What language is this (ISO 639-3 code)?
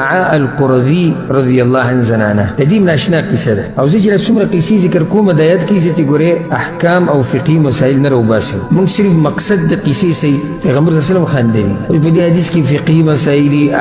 pus